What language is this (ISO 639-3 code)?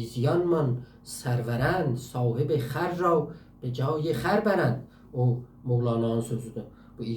azb